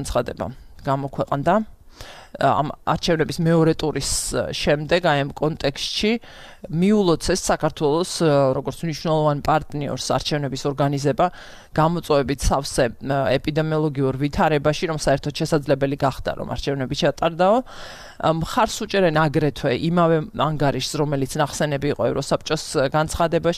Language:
Georgian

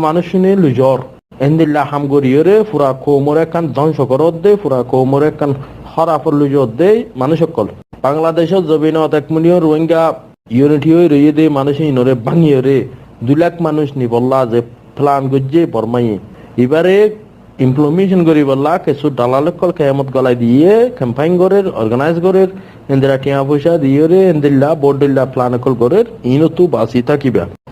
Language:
Rohingya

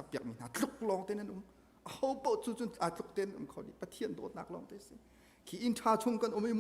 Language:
Hakha Chin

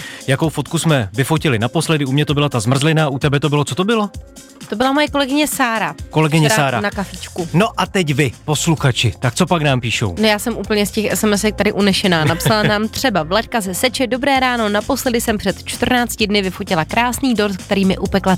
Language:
Czech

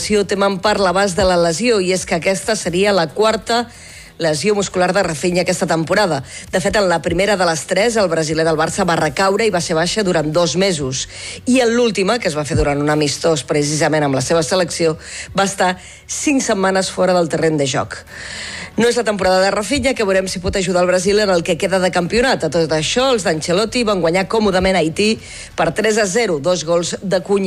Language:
Catalan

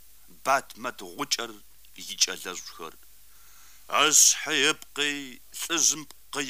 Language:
Kabardian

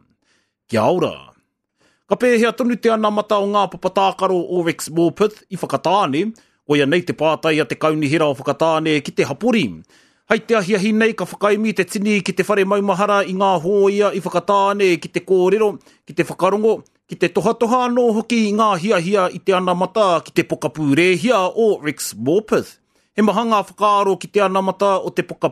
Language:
Māori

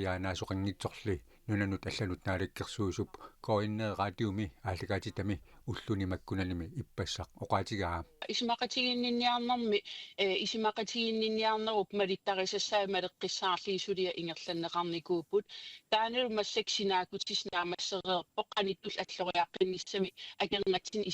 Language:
Kalaallisut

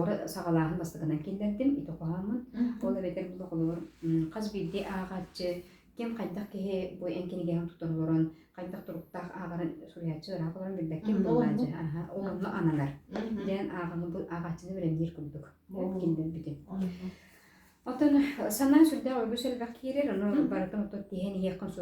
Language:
Yakut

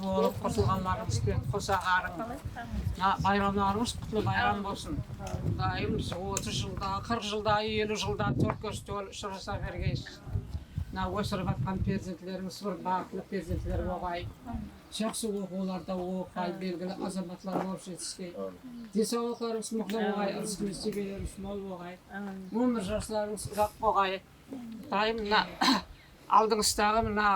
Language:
Kara-Kalpak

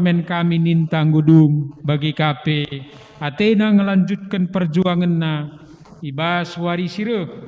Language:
Batak Karo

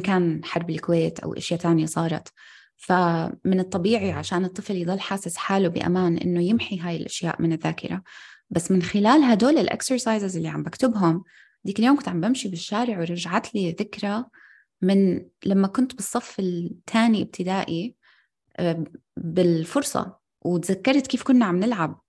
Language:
North Levantine Arabic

